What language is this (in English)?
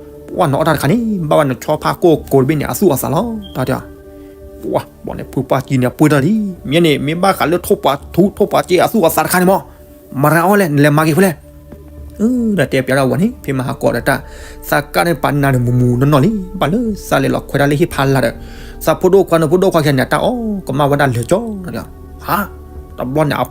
S'gaw Karen